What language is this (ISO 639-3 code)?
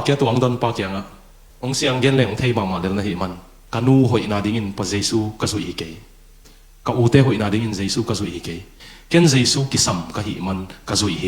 ctd